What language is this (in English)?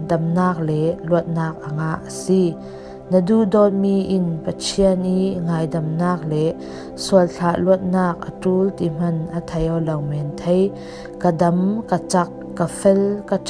Falam Chin